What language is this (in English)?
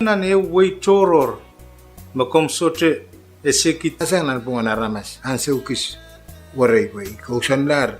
Pohnpeian